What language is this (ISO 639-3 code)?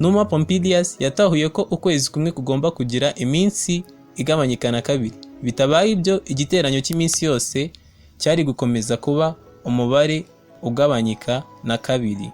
kin